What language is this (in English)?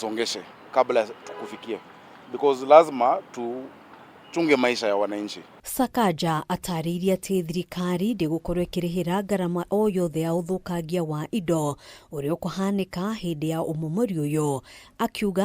Kikuyu